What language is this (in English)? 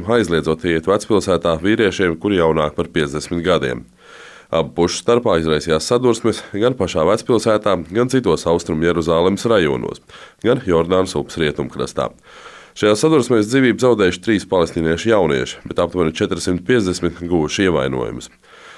Latvian